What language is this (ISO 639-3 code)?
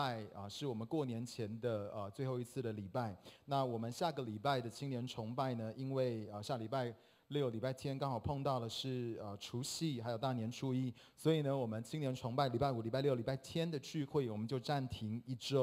zho